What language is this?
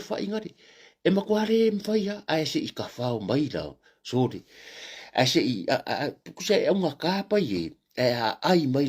Samoan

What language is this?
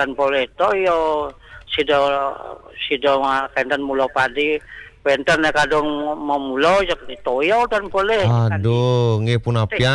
Balinese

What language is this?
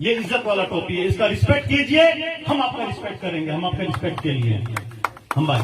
Kok Borok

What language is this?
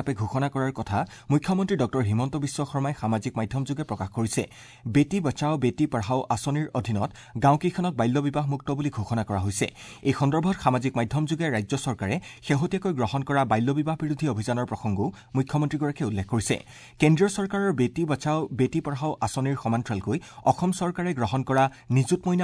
Assamese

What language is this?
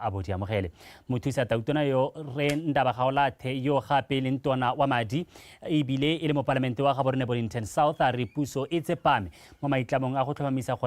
Tswana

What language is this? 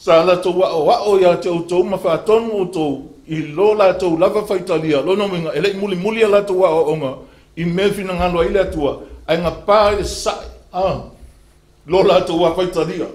Samoan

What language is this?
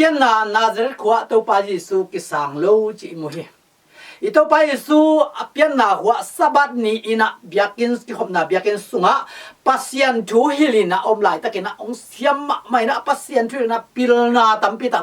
Tedim Chin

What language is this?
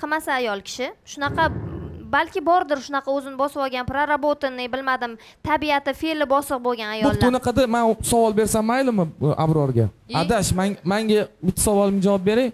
Uzbek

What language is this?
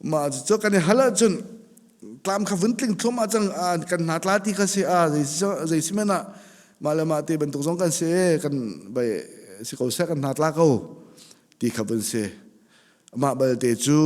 Hakha Chin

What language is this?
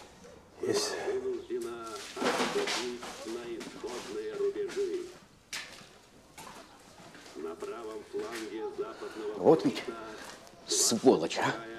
Russian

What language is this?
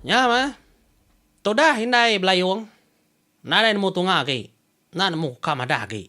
Iban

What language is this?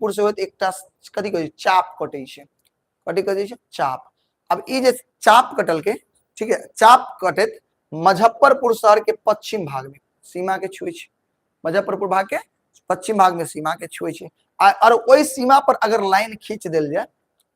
Maithili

